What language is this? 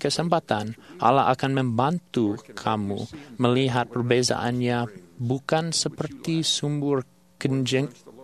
Malay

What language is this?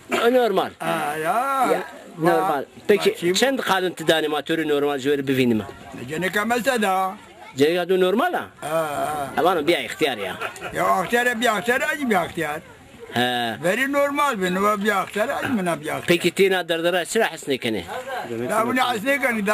Zaza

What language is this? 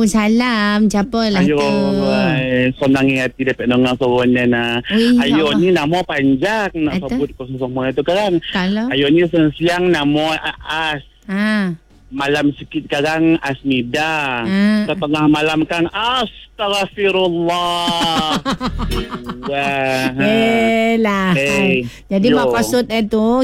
Malay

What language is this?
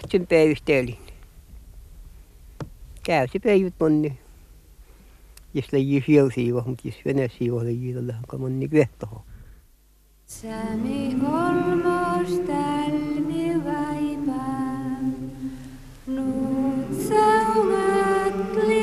Finnish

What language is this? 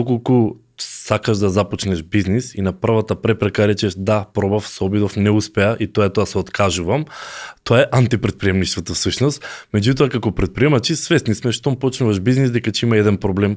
Macedonian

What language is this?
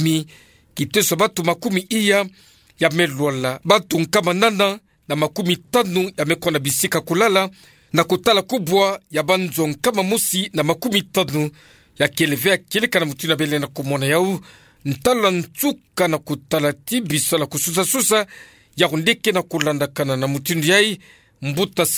Kituba (Democratic Republic of Congo)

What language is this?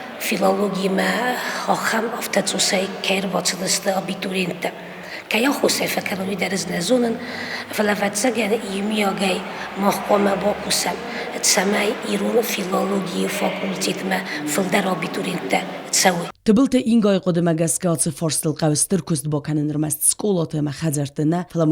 Ossetic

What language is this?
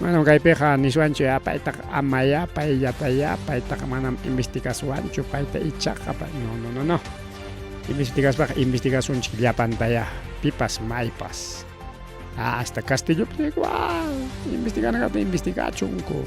Ayacucho Quechua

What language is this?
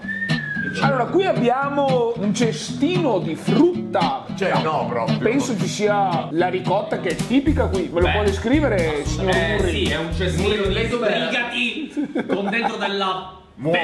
Italian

